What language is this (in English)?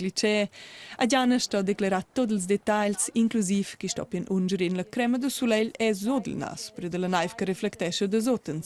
Romansh